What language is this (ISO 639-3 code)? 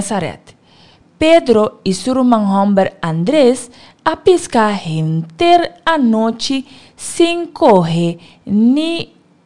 pap